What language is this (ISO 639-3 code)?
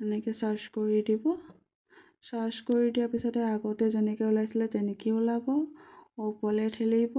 asm